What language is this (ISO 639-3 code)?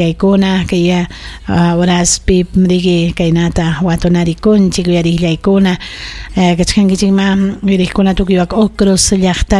quy